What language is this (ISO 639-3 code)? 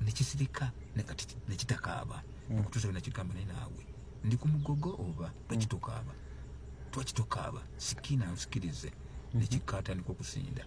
lug